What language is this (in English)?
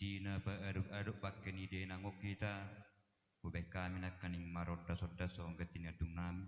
Batak Toba